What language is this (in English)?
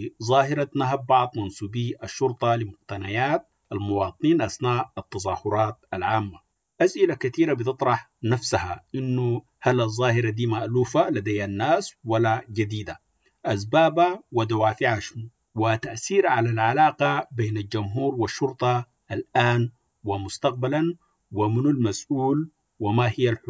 Sudanese Arabic